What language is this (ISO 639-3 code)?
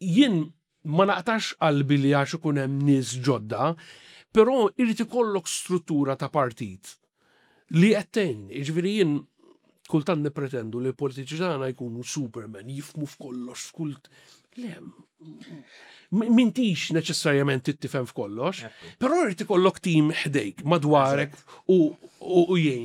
mlt